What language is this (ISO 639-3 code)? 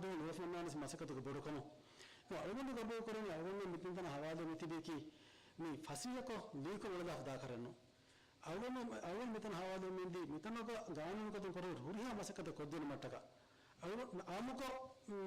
div